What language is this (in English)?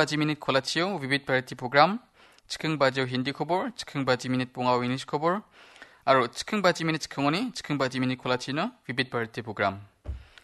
Garo